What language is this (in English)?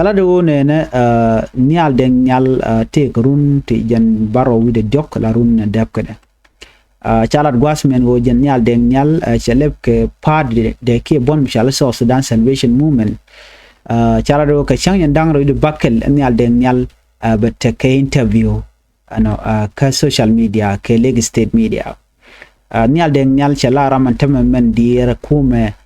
Nuer